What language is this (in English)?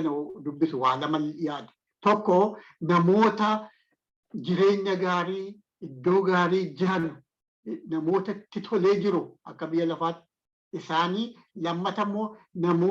Oromo